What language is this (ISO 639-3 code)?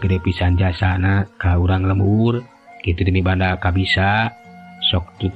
sun